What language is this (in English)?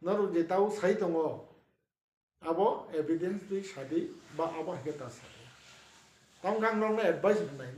Kok Borok